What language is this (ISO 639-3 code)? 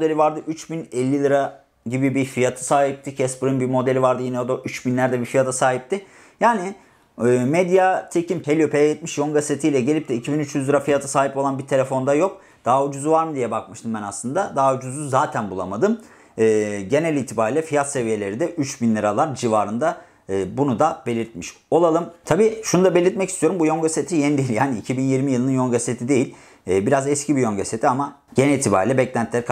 tur